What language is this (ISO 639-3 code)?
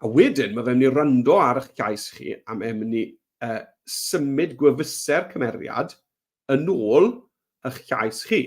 cym